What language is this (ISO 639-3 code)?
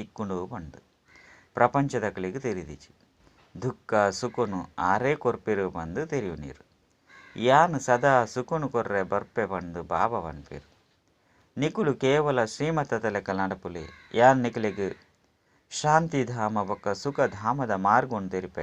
tcy